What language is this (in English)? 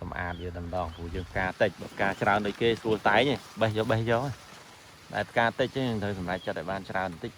Khmer